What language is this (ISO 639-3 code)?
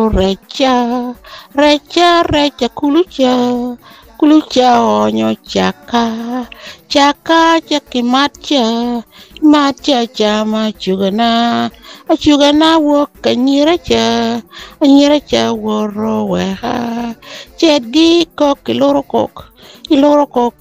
laj